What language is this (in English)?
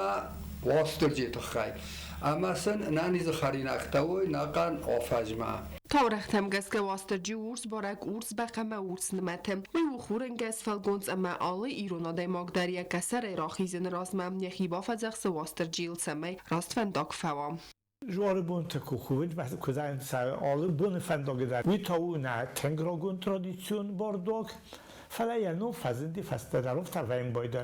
Ossetic